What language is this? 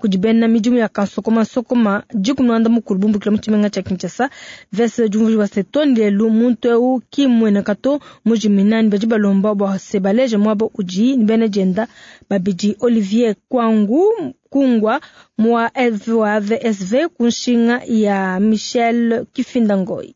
Luba-Lulua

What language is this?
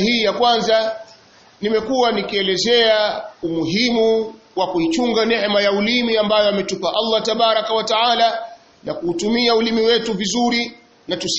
Swahili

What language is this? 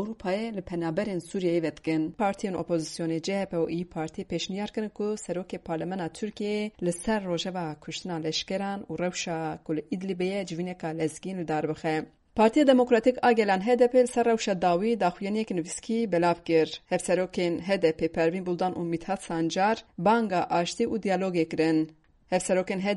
Kurdish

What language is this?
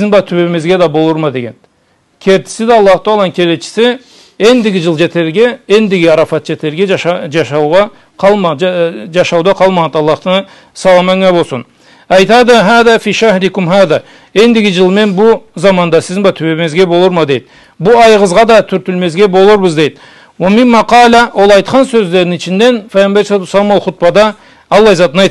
Karachay-Balkar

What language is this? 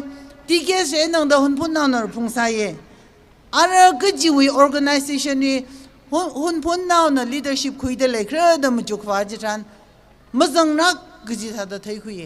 Tangkhul Naga (India)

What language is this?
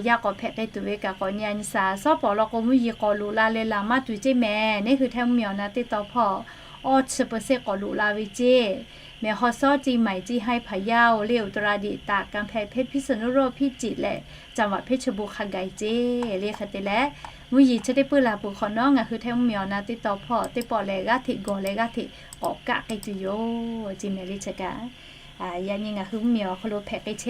Lahu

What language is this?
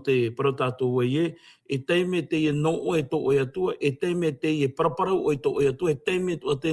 Tahitian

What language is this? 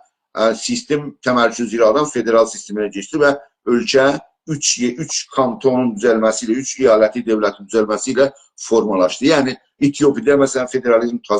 South Azerbaijani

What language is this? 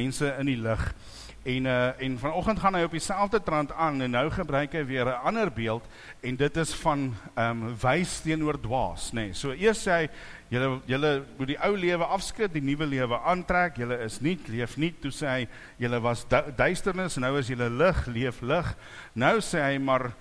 Afrikaans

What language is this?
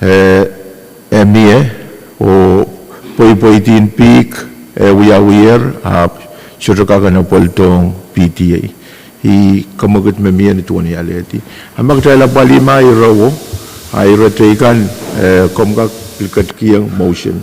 Pohnpeian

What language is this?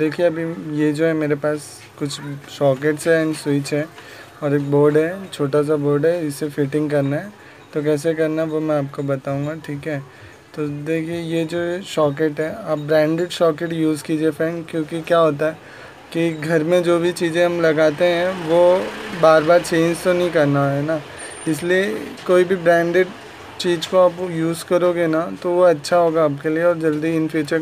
Hindi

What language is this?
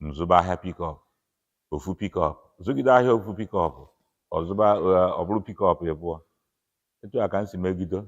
Igbo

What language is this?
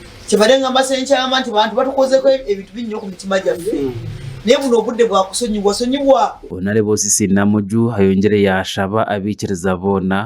Nyankole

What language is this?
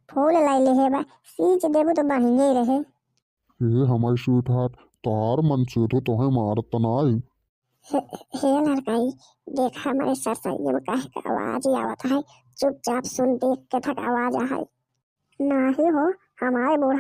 Bhojpuri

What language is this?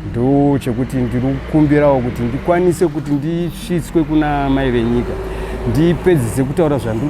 Shona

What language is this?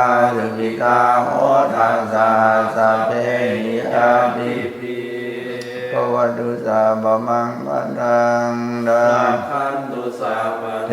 Pali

